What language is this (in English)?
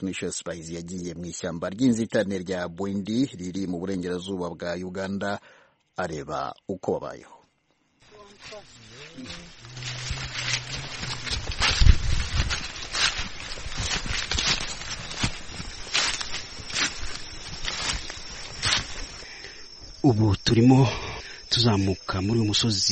Kinyarwanda